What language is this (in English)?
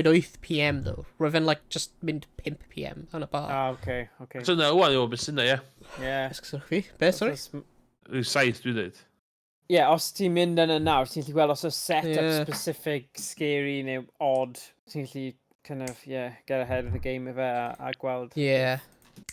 Welsh